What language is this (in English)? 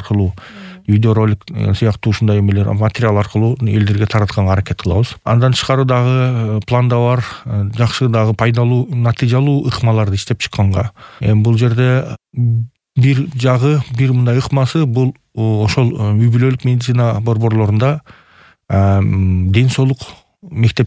Kyrgyz